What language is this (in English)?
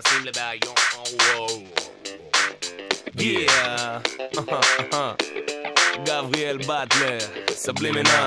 Hebrew